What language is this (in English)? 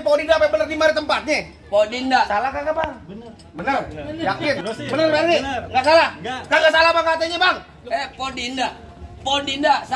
Betawi